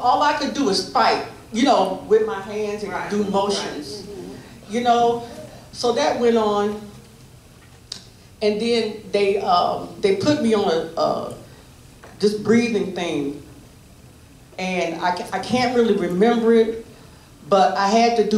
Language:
English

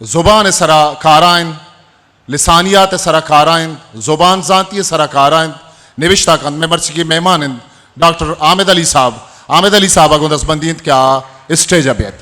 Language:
Eastern Balochi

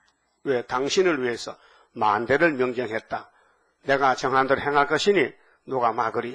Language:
Korean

